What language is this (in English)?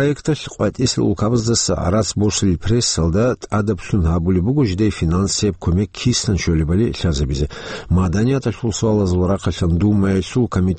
Avaric